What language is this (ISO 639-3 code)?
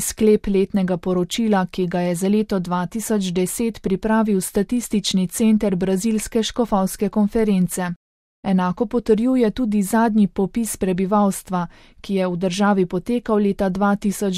slv